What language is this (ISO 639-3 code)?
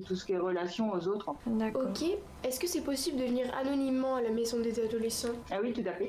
fra